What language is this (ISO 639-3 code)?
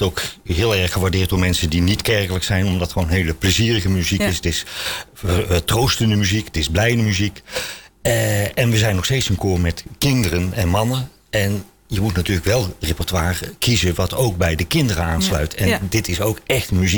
nld